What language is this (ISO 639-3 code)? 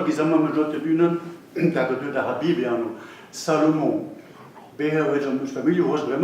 bre